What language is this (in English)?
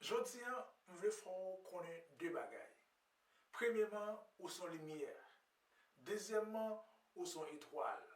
Haitian Creole